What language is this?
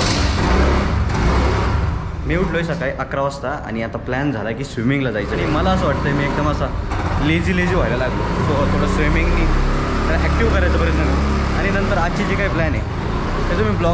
Marathi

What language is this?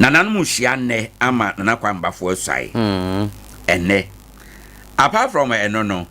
Akan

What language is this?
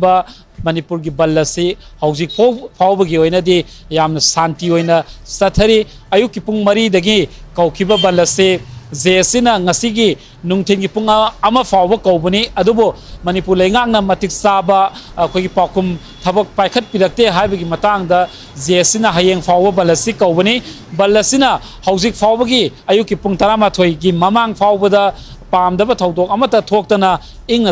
Manipuri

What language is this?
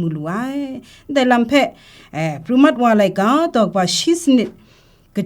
Kachin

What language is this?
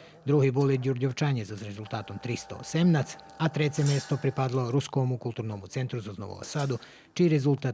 Rusyn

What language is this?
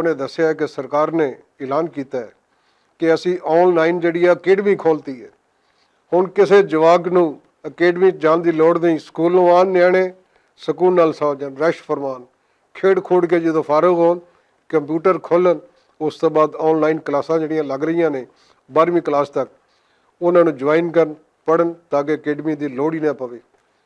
Western Panjabi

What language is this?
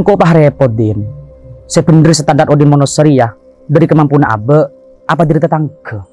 Madurese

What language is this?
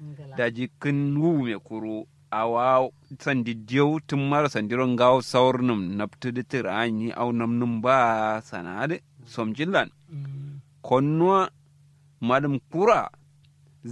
Kanuri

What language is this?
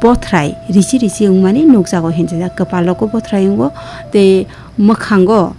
Kok Borok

